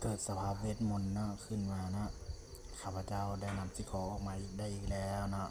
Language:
Lao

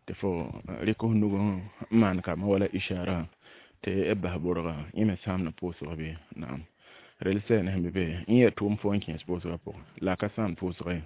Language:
Mossi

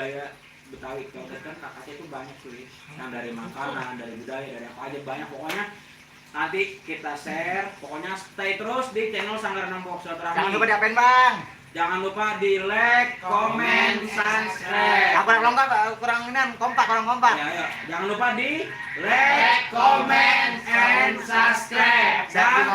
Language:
Betawi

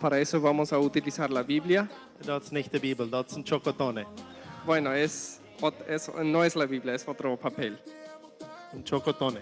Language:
Plautdietsch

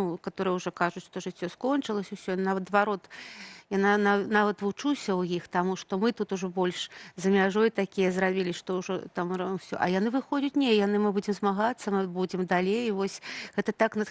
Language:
Belarusian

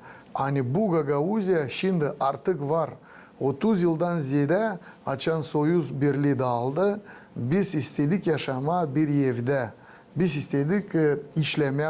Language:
Gagauz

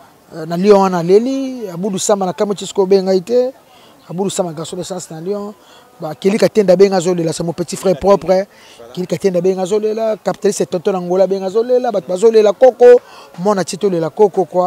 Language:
Lingala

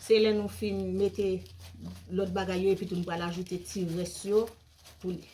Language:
Haitian Creole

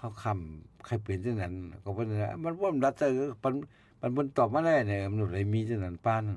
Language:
Shan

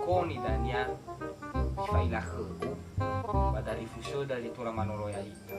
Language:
Nias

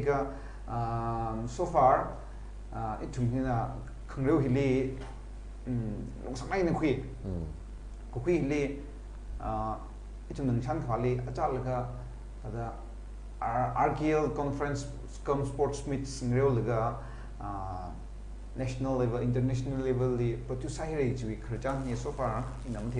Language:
Tangkhul Naga (India)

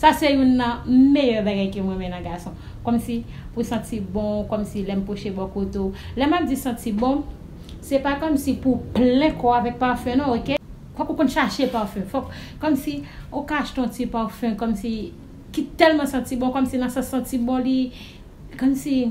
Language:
Haitian Creole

